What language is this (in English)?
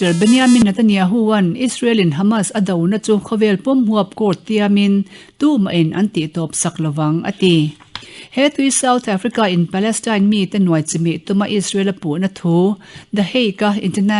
Mizo